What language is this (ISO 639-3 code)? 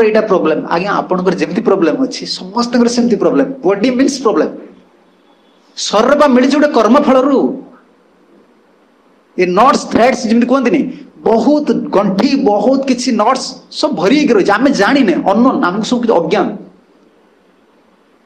ori